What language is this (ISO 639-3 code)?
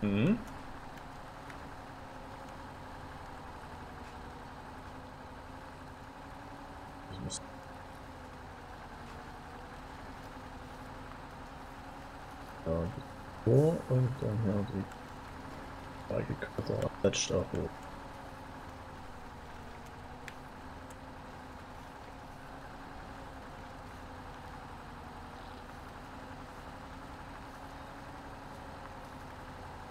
deu